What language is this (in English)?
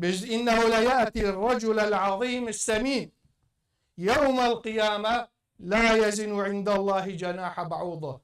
Kurdish